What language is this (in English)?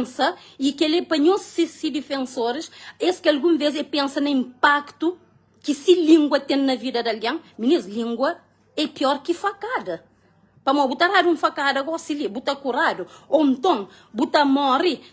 Kabuverdianu